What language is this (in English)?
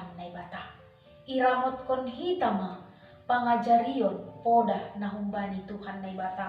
Batak Simalungun